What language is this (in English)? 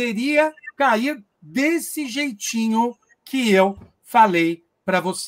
Portuguese